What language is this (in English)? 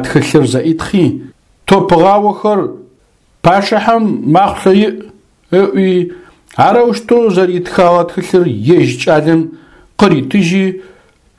Adyghe